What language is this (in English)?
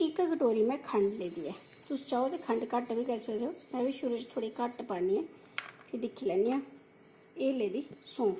Dogri